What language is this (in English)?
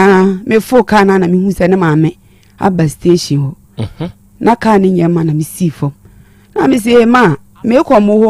Akan